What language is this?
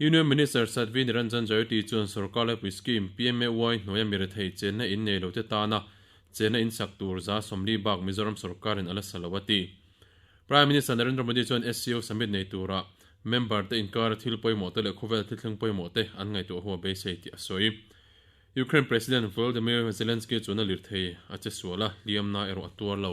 Mizo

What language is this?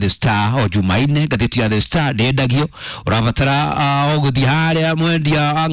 Kikuyu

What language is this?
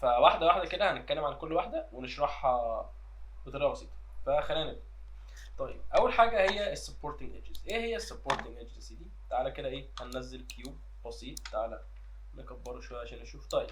Egyptian Arabic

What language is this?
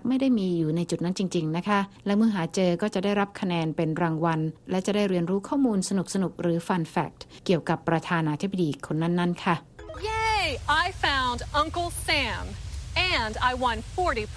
Thai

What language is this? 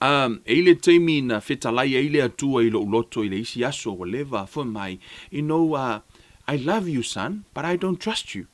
Samoan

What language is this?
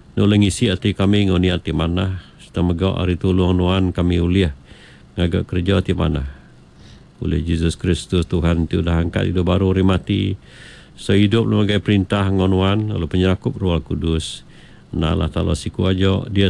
Iban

